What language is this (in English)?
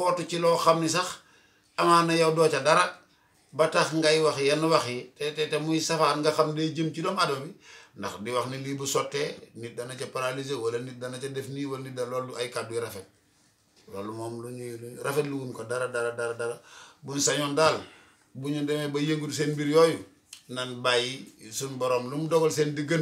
Wolof